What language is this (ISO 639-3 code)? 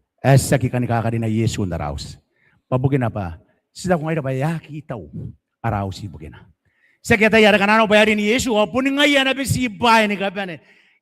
gil